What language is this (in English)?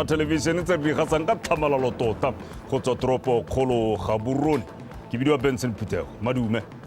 Tswana